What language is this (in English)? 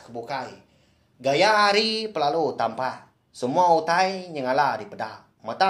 Iban